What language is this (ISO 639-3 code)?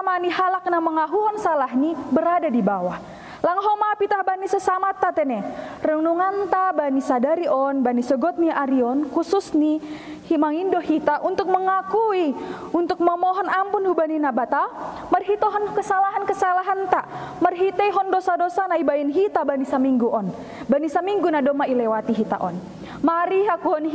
bts